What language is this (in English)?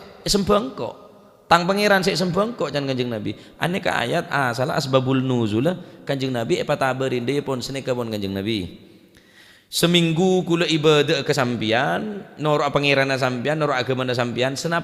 Madurese